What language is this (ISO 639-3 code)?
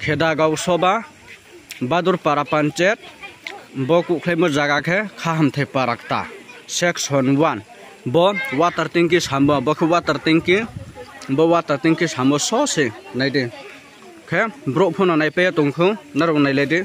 ria